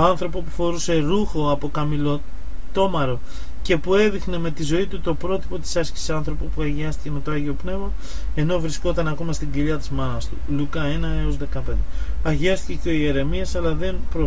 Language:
Greek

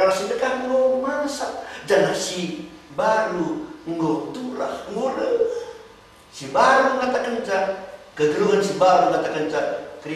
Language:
Batak Karo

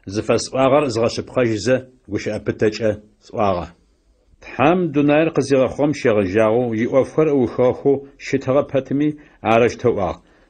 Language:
Adyghe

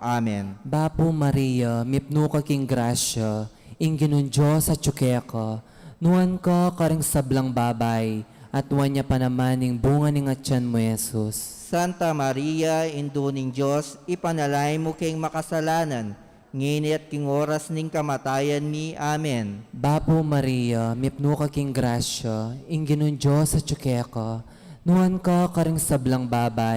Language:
Pampanga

